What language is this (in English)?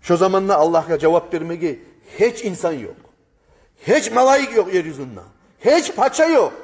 Kumyk